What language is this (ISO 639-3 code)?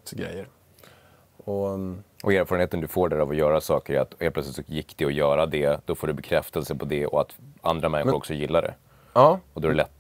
swe